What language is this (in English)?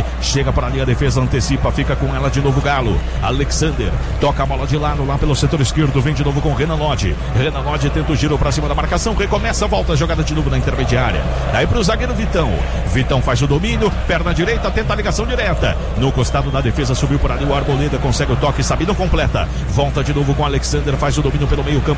Portuguese